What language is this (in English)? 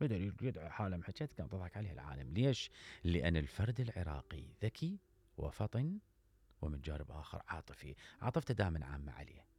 Mesopotamian Arabic